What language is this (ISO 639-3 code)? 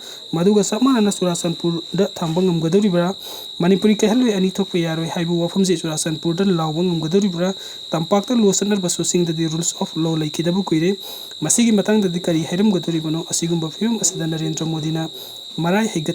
mni